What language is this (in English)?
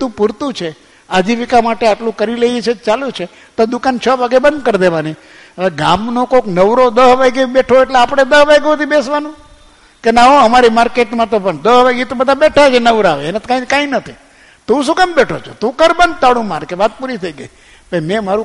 Gujarati